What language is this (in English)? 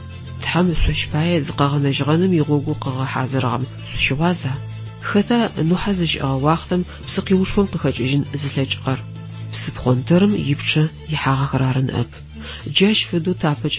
Adyghe